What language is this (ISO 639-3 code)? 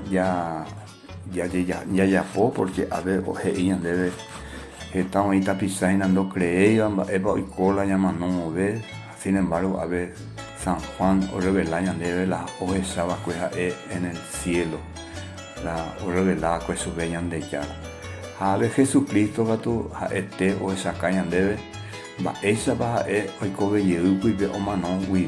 grn